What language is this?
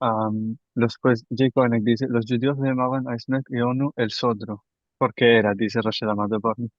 Ladino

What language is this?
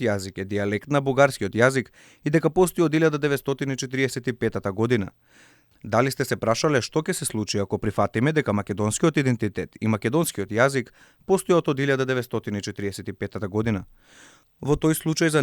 Macedonian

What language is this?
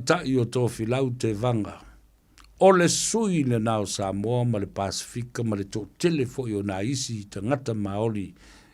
Samoan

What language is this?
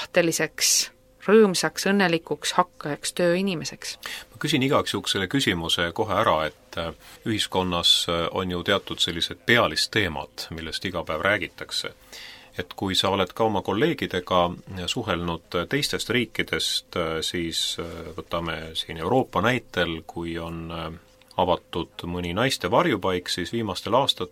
Estonian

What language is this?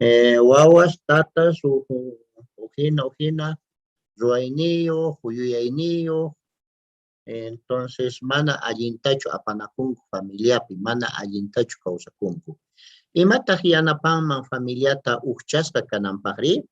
South Bolivian Quechua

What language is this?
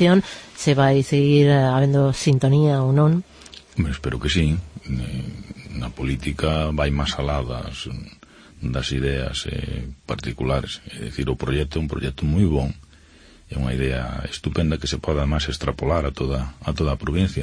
Galician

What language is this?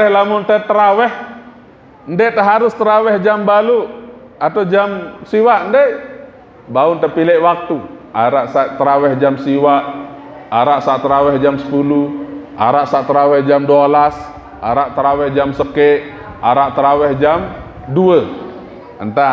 Sasak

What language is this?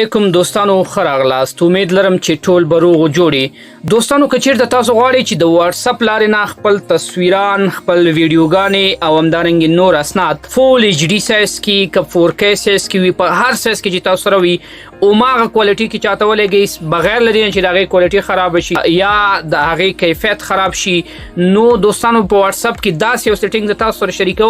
Pashto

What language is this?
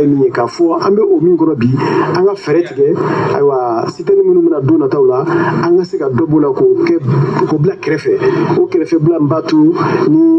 Bambara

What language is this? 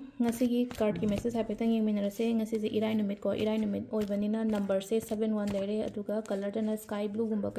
Manipuri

